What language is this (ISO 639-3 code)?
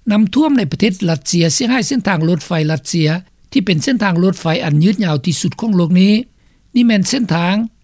lao